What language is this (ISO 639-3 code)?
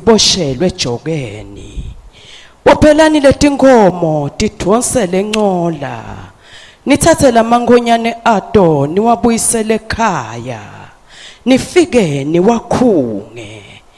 ssw